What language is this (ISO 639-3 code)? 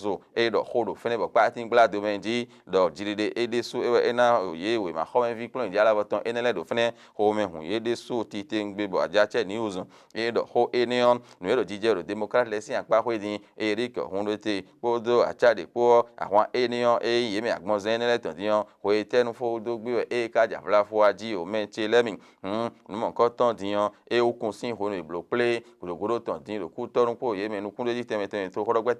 fon